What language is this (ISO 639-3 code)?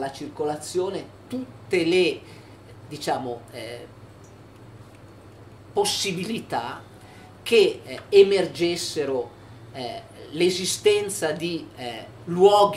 ita